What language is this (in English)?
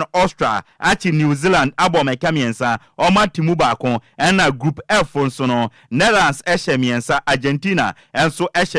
Akan